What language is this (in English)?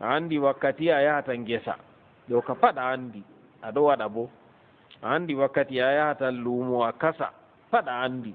Fula